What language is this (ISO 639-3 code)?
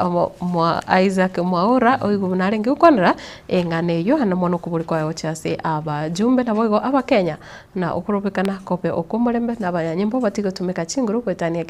guz